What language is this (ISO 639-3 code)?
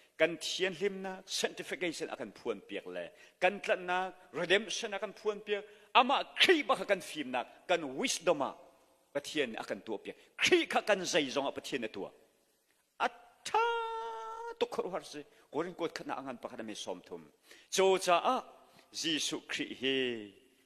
cnh